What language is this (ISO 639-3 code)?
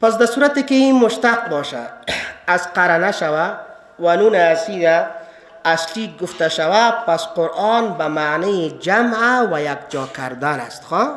fas